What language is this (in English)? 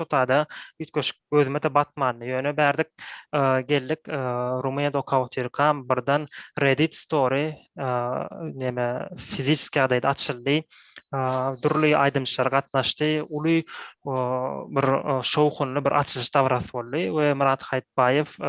Turkmen